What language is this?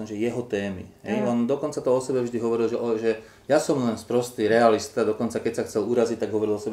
Slovak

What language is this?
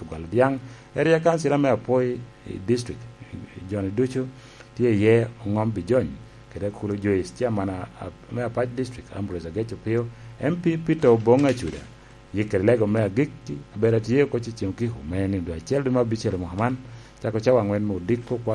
Lango (Uganda)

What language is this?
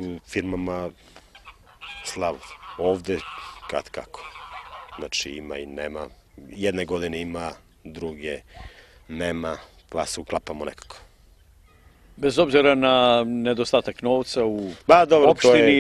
Serbian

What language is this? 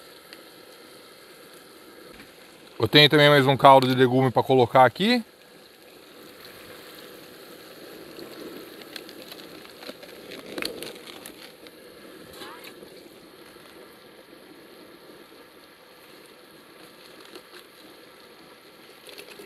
Portuguese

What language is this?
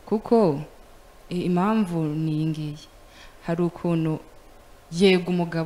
Kinyarwanda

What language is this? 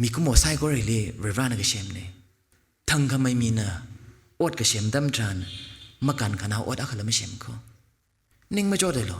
Tangkhul Naga (India)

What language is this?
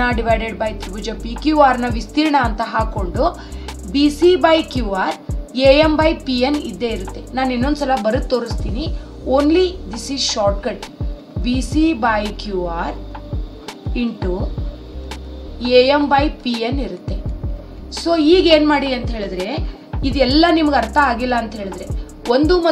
Kannada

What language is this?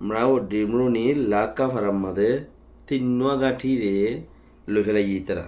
Rohingya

